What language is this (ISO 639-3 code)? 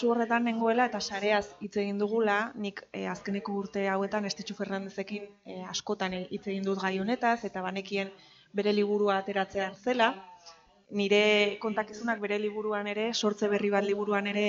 eus